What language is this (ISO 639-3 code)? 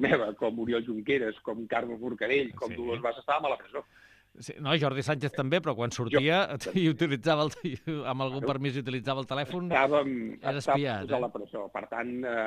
cat